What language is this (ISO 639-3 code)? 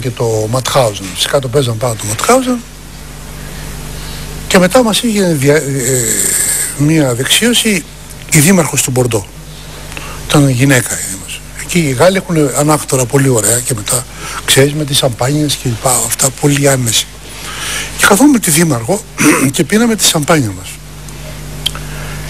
ell